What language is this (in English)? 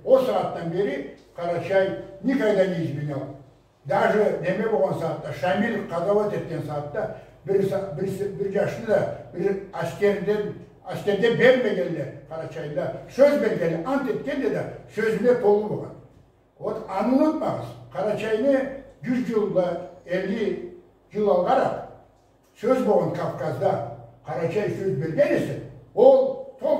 Karachay-Balkar